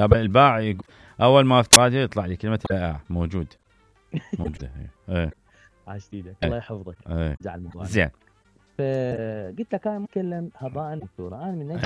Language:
Mesopotamian Arabic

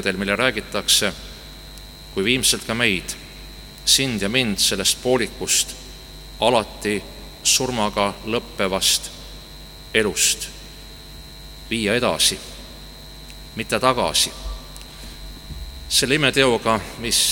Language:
Estonian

